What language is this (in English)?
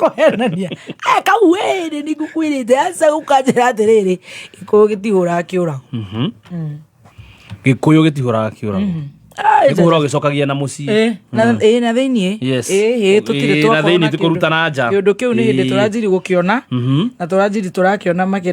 Kikuyu